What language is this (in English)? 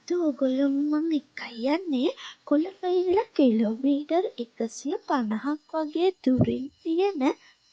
Sinhala